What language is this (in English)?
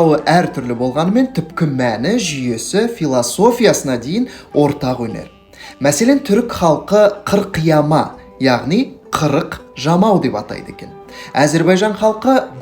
Kazakh